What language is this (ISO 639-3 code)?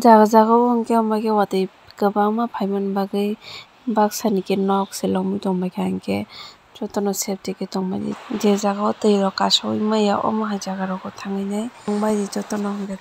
trp